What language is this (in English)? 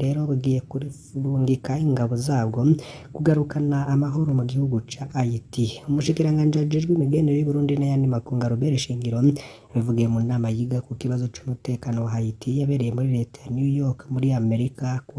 Rundi